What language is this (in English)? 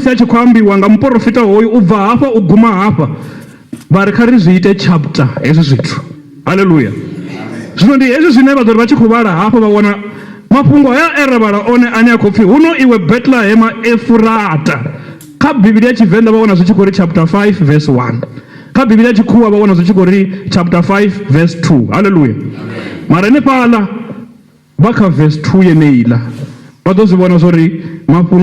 Venda